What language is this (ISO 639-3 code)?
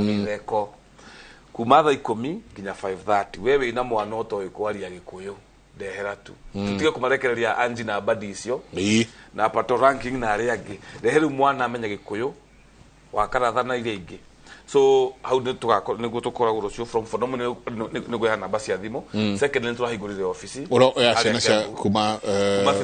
kik